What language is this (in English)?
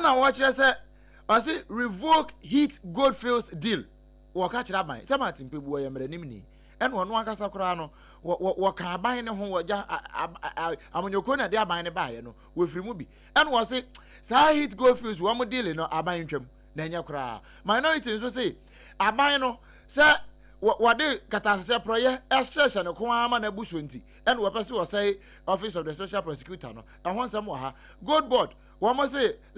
Akan